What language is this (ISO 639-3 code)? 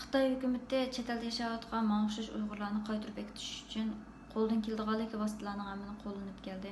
uig